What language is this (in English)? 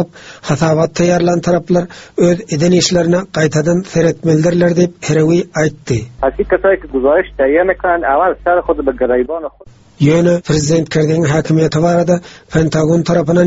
Turkmen